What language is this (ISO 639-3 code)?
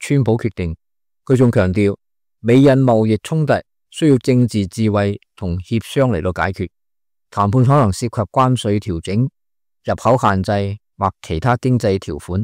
yue